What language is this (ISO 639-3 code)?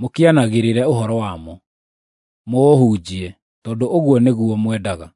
kik